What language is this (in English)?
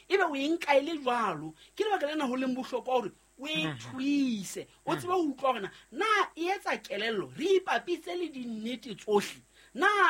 Southern Sotho